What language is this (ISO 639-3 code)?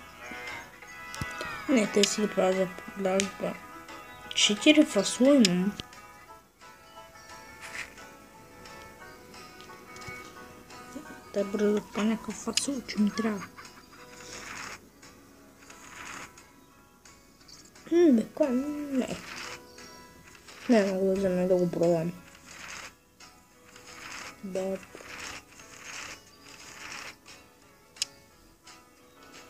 bul